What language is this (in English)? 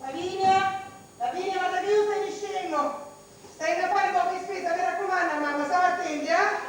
Sicilian